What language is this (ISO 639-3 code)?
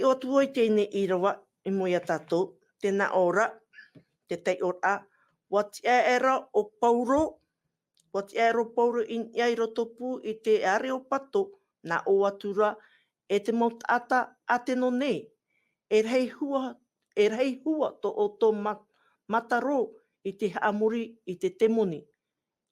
tah